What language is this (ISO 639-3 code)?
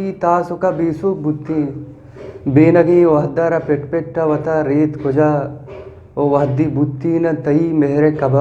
bgp